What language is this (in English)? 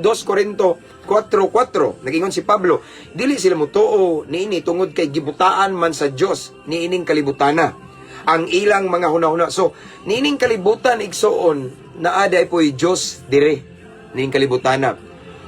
Cebuano